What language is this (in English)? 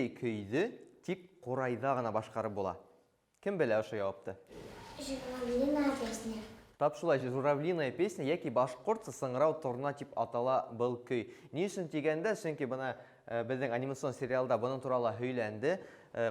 Bashkir